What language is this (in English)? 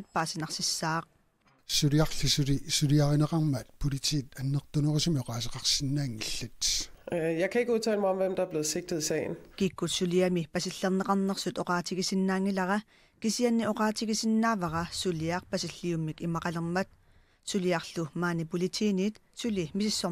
Kalaallisut